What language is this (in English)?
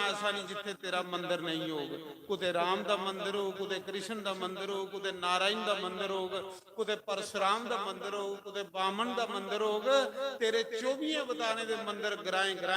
Dogri